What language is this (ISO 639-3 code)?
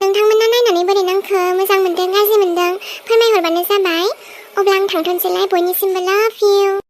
brx